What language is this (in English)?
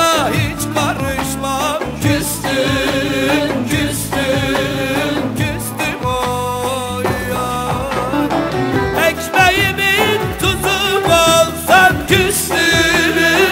Turkish